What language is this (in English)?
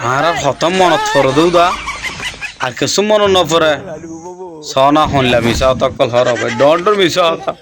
Rohingya